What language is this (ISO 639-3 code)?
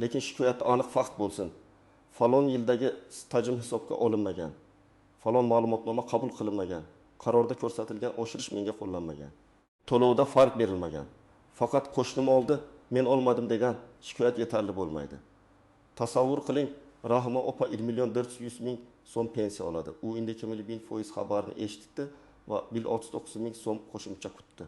uzb